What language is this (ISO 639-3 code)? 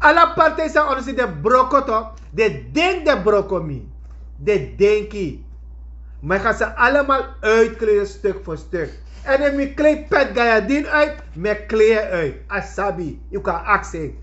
srn